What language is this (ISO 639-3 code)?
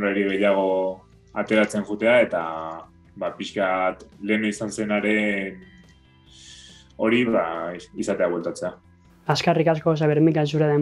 eus